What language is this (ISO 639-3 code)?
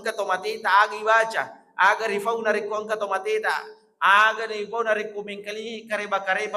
bug